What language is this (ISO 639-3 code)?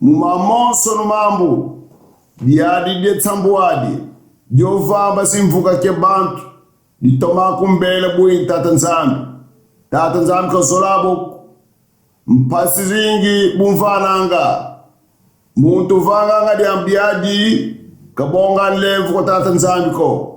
kon